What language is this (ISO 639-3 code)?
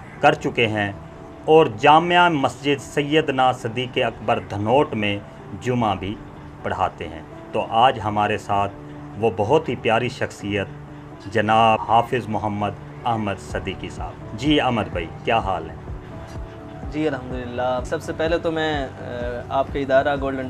urd